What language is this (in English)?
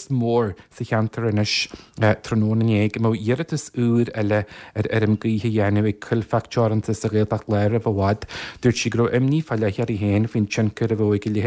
Irish